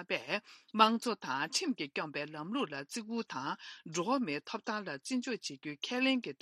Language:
Tibetan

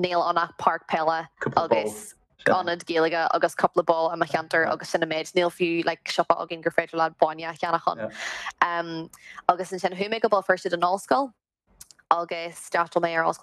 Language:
Irish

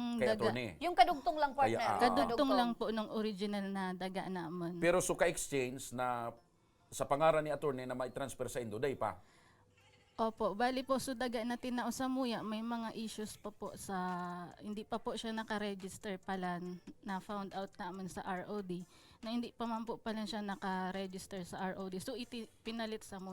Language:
Bikol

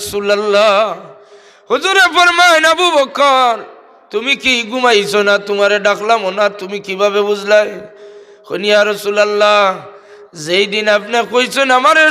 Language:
Sylheti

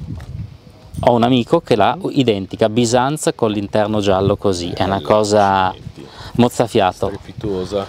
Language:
Italian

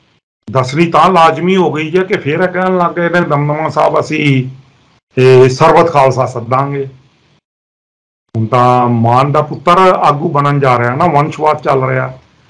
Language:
Punjabi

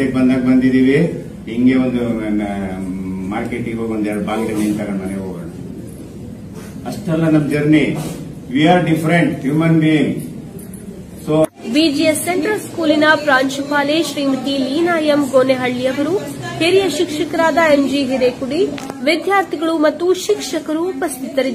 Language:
Kannada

